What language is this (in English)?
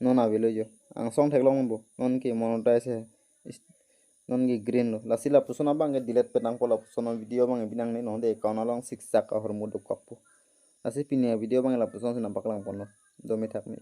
Karbi